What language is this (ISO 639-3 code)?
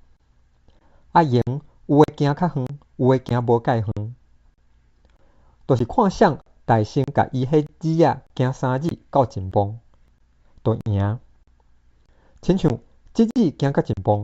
nan